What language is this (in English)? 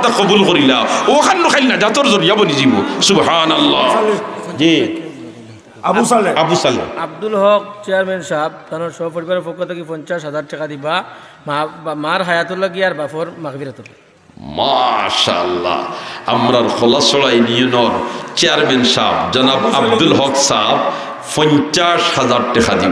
Sylheti